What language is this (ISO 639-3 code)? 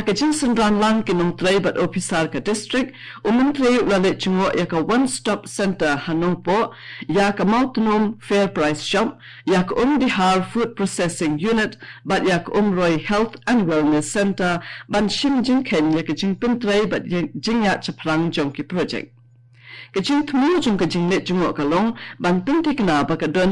kha